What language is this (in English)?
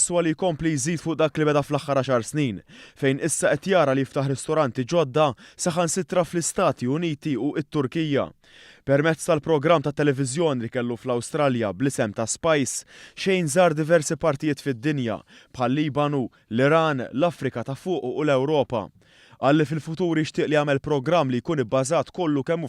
Maltese